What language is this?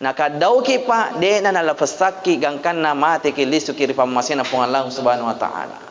Buginese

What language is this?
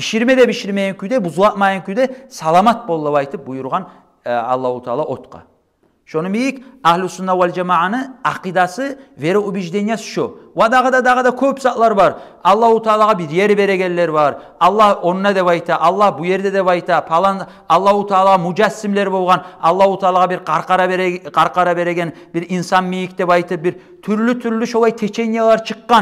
Kumyk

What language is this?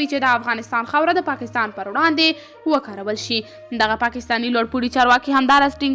Pashto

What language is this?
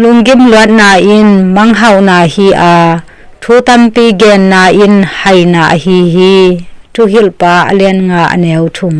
Tedim Chin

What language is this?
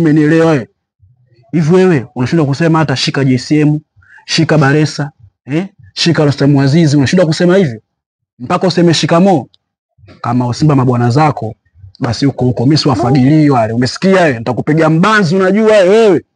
Swahili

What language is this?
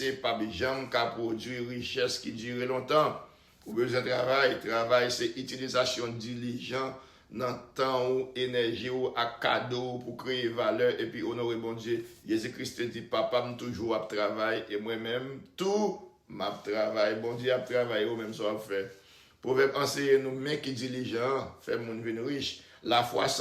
Haitian Creole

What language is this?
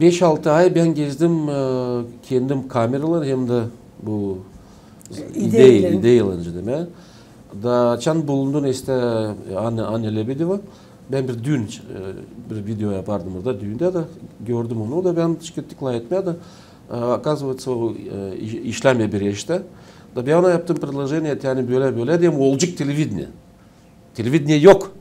Gagauz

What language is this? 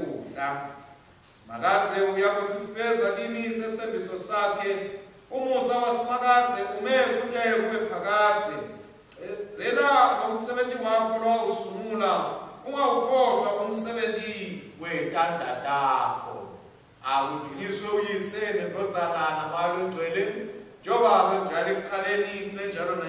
Swati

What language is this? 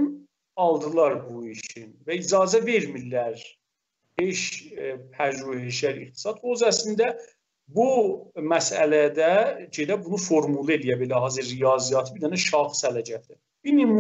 South Azerbaijani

